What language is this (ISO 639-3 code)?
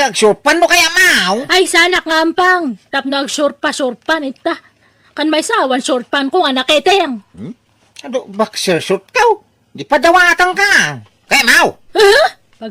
ilo